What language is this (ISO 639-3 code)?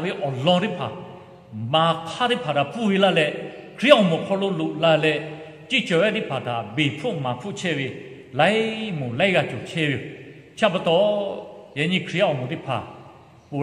lhu